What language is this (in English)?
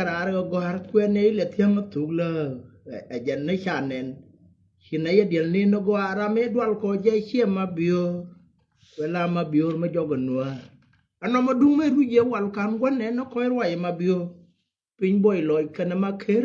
Nuer